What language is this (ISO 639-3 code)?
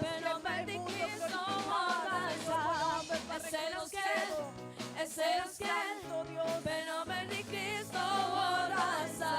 pap